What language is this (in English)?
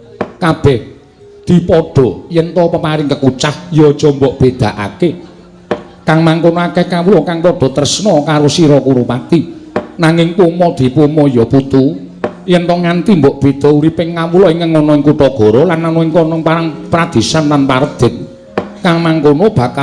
Javanese